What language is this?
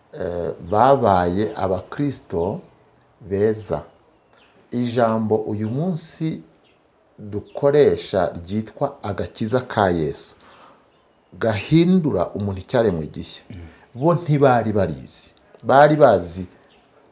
Kinyarwanda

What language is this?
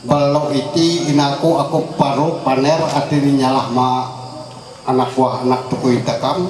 Ma'anyan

